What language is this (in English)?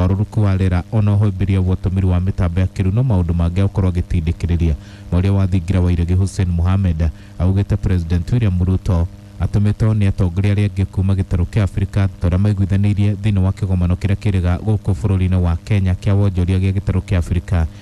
Kikuyu